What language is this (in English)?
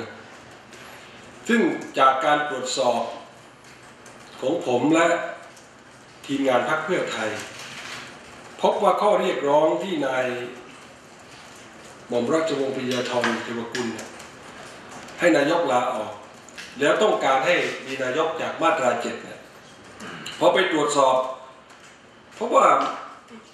Thai